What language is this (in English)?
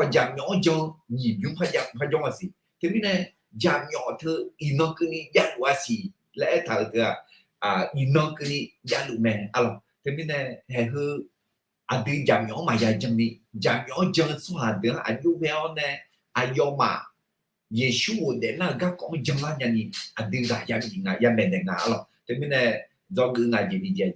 Akha